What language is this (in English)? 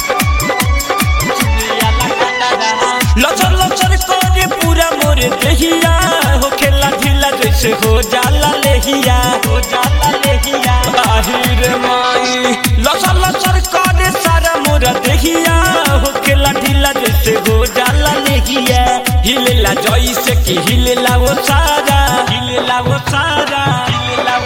Bhojpuri